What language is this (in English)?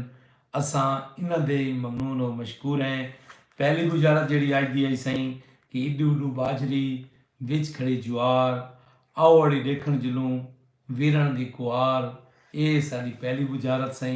Saraiki